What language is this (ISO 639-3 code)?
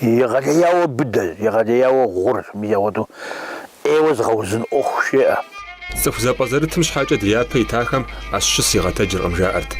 kbd